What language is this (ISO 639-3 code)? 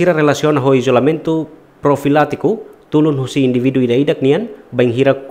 tet